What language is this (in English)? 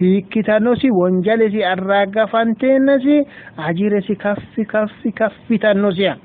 Sidamo